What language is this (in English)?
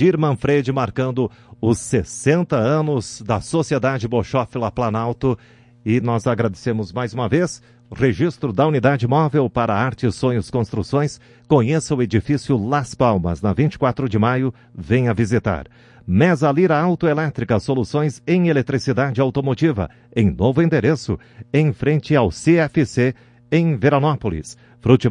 Portuguese